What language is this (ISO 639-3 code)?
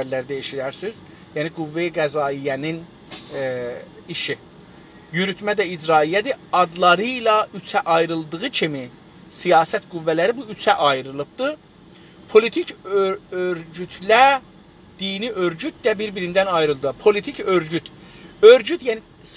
azb